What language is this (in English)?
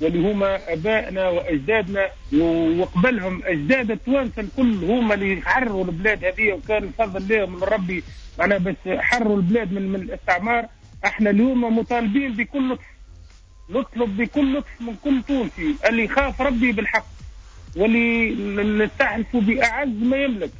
Tunisian Arabic